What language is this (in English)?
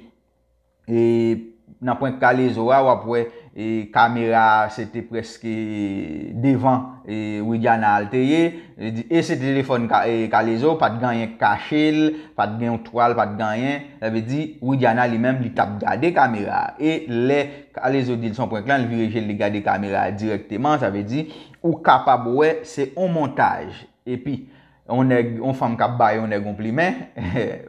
Haitian Creole